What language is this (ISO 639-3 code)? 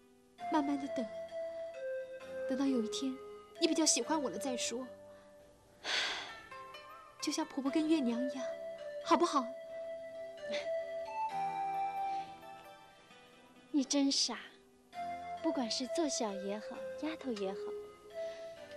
zho